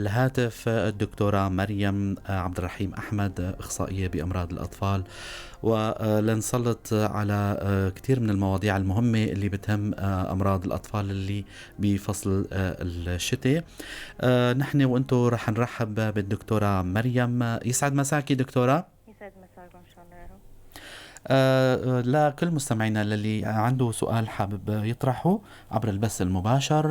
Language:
North Levantine Arabic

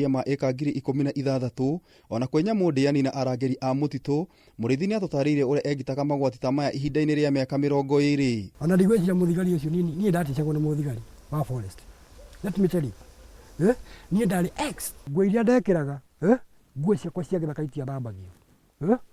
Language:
Kikuyu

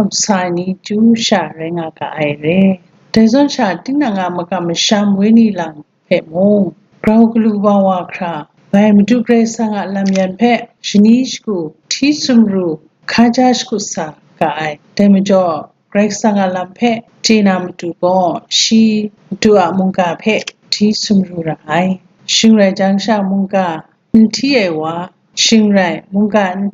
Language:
Kachin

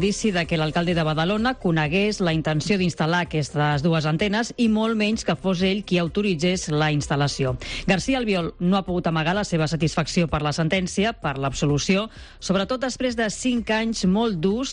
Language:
Catalan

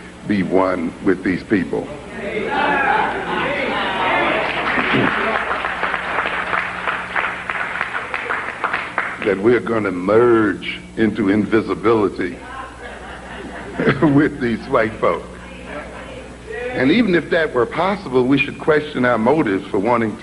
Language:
English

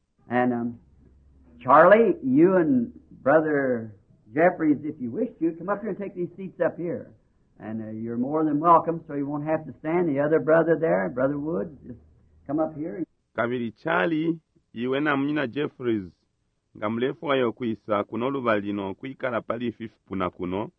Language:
Bemba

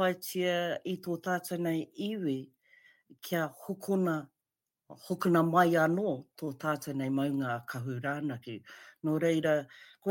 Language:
Māori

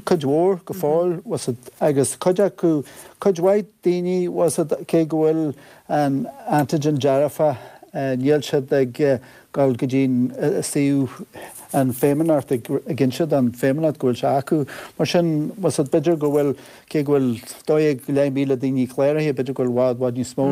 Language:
Irish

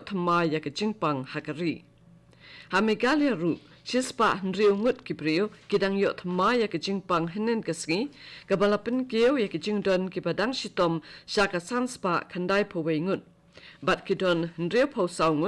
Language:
Khasi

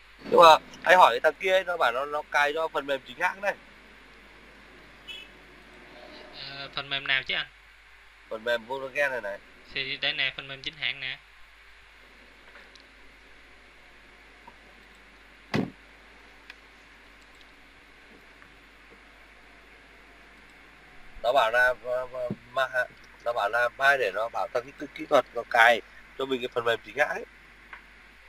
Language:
Vietnamese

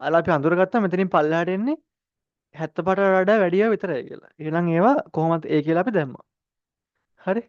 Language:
Sinhala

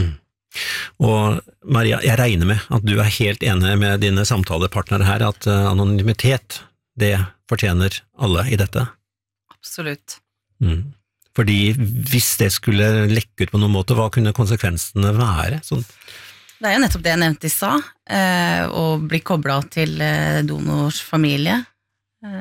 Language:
Norwegian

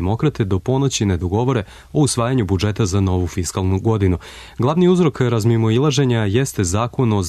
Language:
Serbian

